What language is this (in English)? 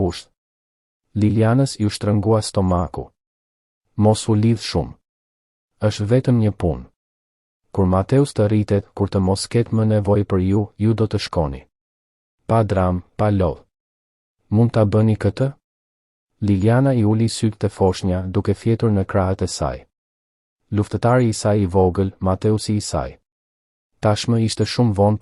Albanian